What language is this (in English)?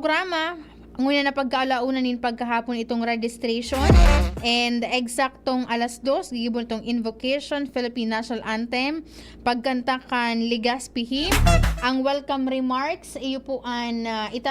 Bikol